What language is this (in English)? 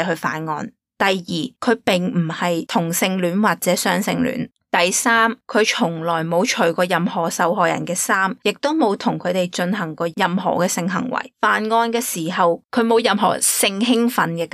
Cantonese